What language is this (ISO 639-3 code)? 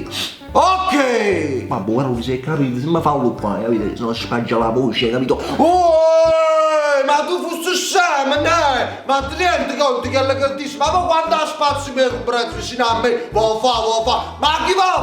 nap